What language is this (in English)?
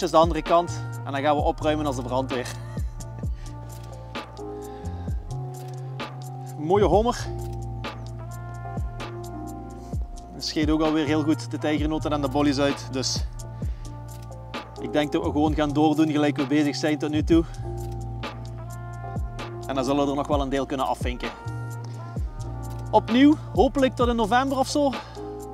Dutch